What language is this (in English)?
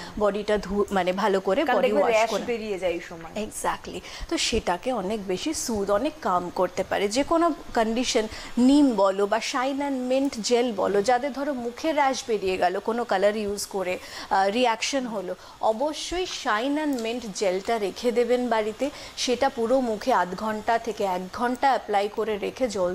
Bangla